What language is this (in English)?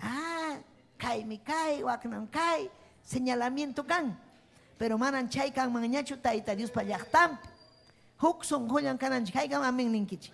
Ayacucho Quechua